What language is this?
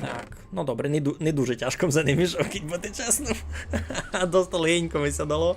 Rusyn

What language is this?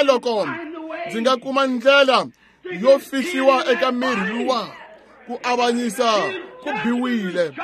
Tsonga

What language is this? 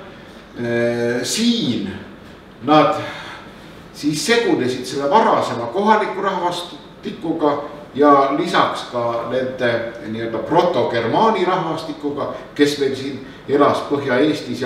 Estonian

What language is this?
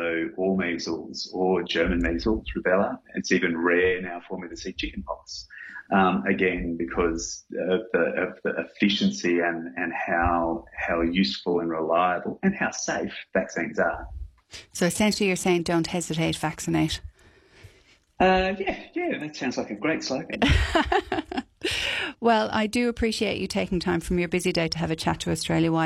English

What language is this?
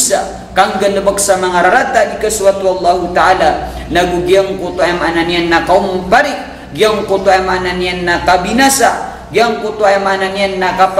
Maranao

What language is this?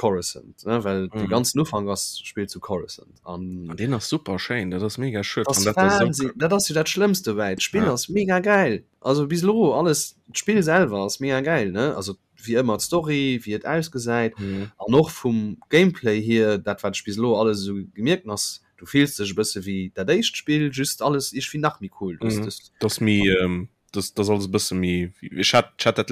Luxembourgish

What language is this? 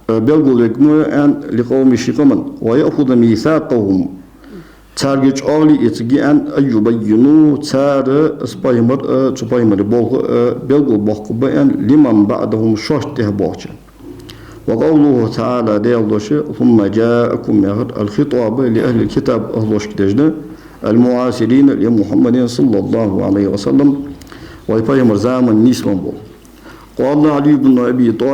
Ingush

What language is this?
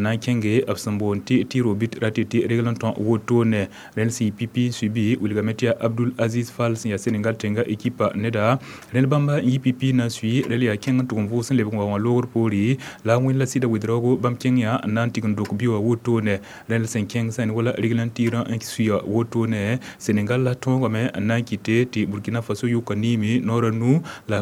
Mossi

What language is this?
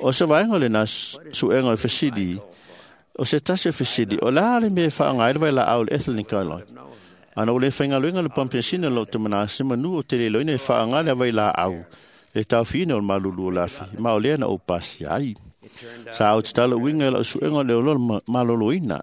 Samoan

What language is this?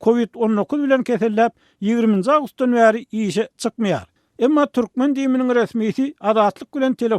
Turkmen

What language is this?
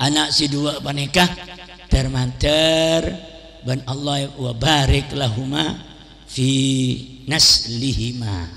Madurese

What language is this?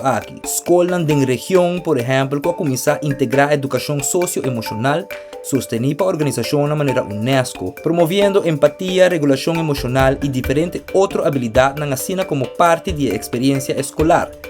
Papiamento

